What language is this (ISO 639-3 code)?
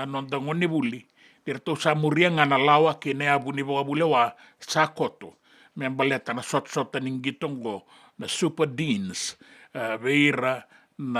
fij